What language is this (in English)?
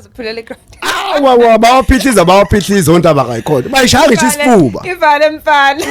Zulu